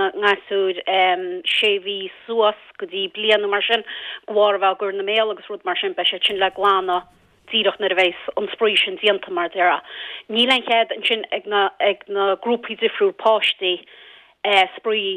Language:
Irish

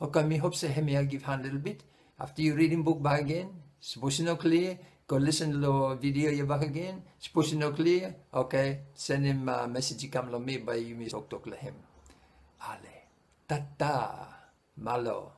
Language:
Bislama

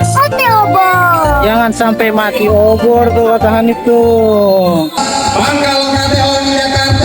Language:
Betawi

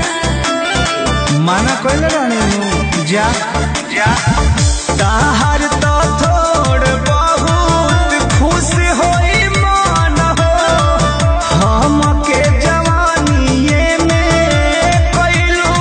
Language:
Bhojpuri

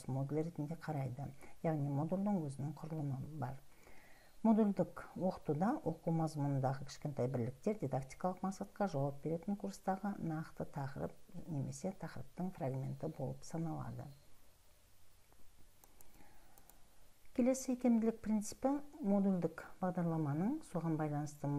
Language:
Kazakh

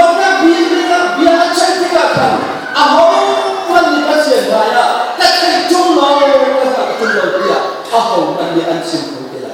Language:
Hakha Chin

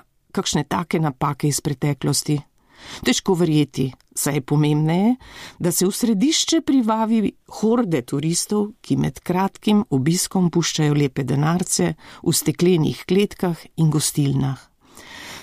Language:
Slovenian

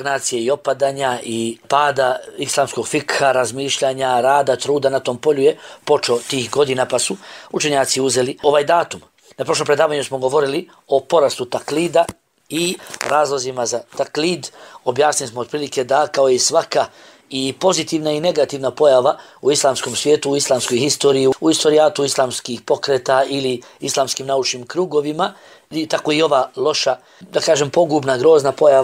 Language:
Bosnian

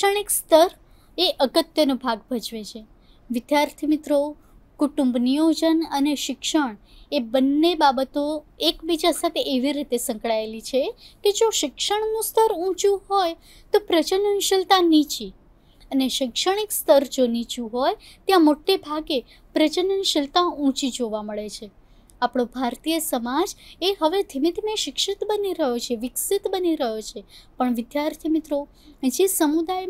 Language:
Gujarati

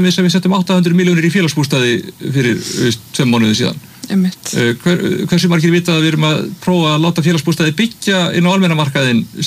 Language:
Icelandic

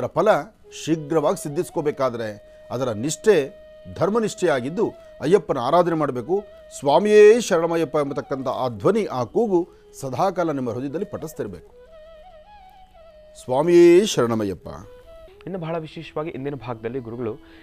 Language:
Kannada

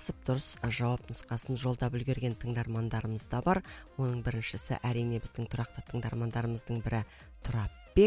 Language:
Kazakh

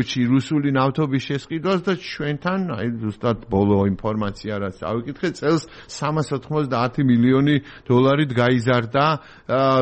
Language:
Georgian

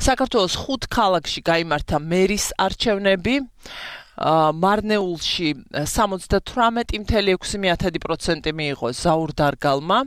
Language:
Georgian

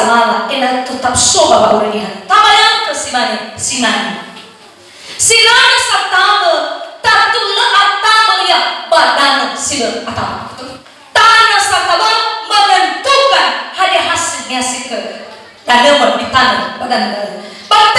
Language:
Nias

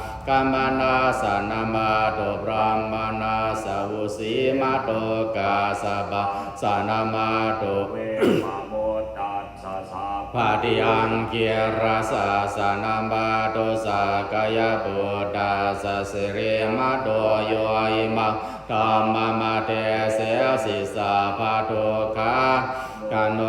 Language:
Pali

